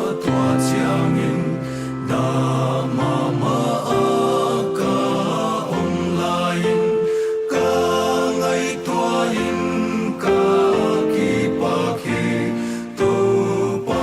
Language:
Paite Chin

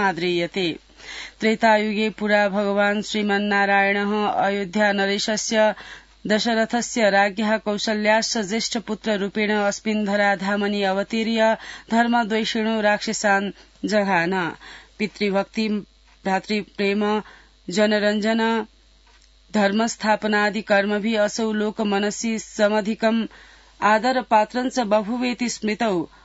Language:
Sanskrit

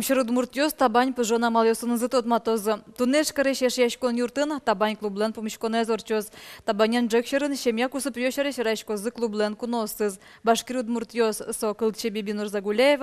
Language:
Udmurt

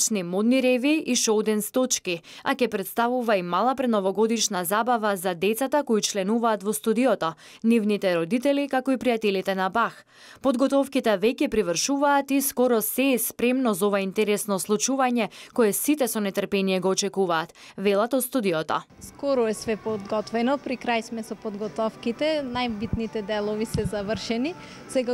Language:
Macedonian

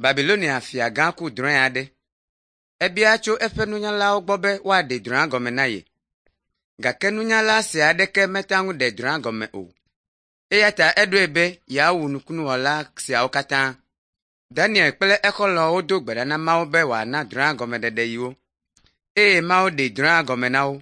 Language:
Ewe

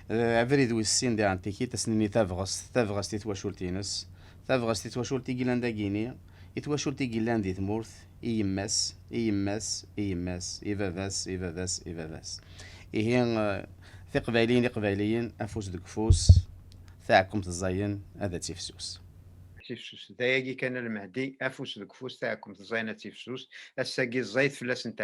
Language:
Kabyle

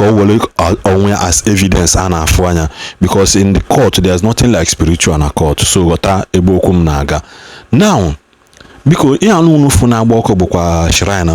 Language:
Igbo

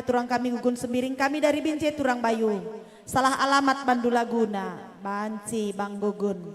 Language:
Batak Karo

